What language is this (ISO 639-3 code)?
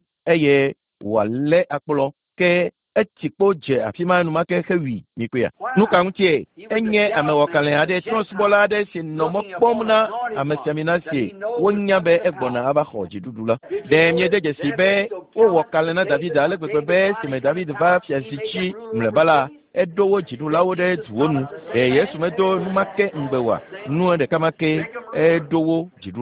ewe